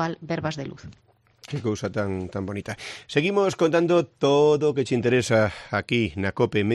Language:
Galician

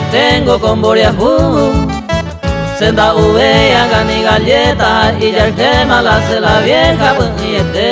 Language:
Guarani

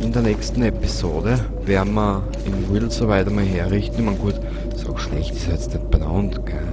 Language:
Bavarian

